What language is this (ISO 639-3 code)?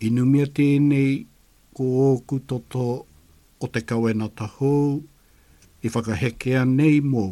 mri